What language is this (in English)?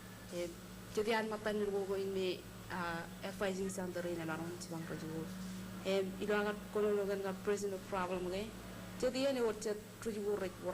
Marshallese